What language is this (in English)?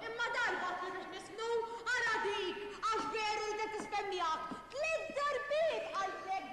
Maltese